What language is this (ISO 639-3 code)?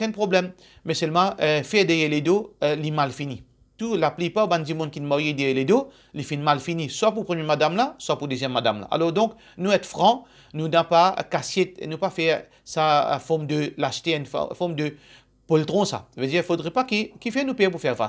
mfe